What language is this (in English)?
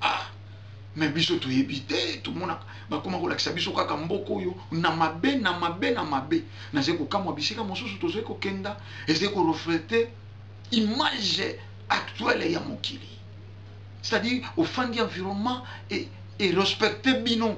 Lingala